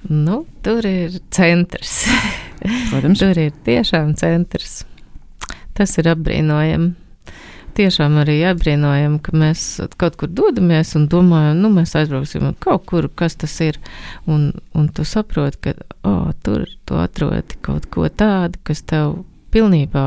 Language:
Latvian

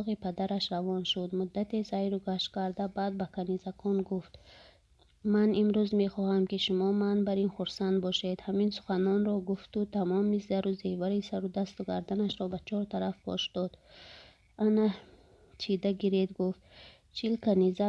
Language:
Tajik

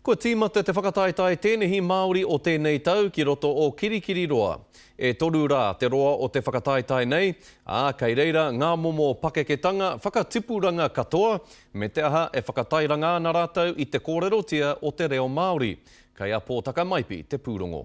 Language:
Māori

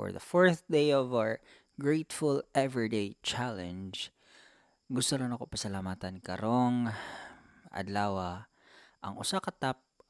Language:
Cebuano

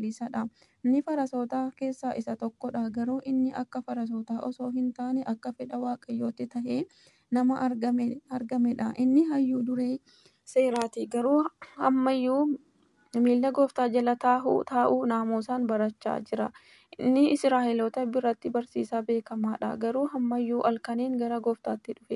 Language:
Oromo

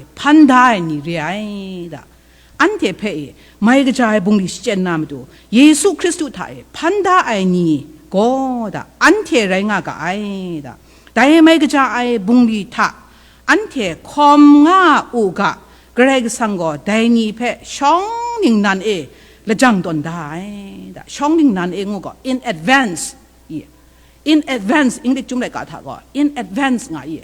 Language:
Kachin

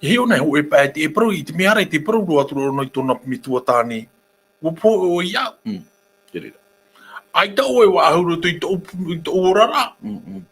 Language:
Tahitian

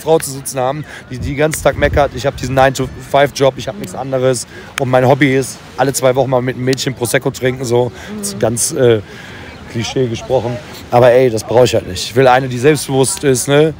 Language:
German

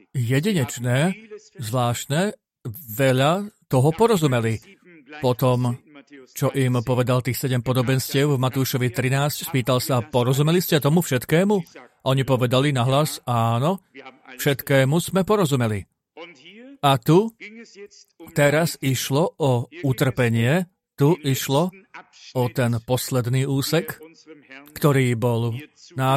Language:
Slovak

